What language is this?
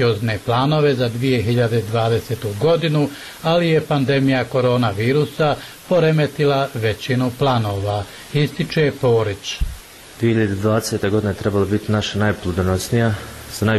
Bosnian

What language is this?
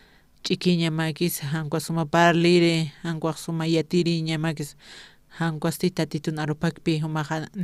Aymara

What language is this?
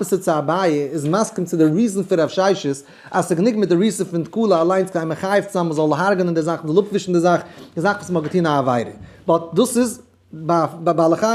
Yiddish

